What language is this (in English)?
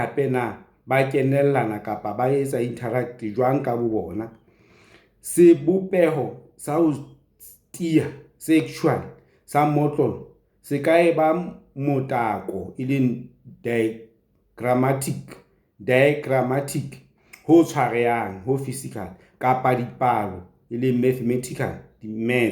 Southern Sotho